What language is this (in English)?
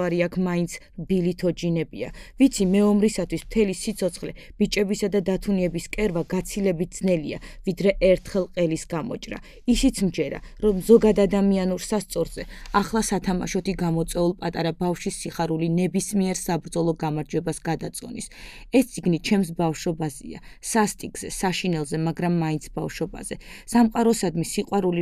Georgian